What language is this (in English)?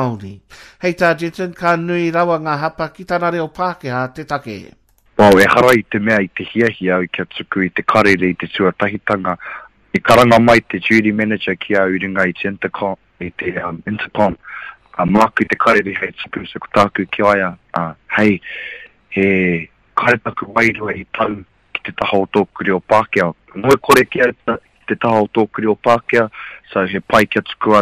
Māori